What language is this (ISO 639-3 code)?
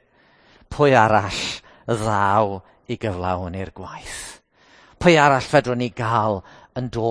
cym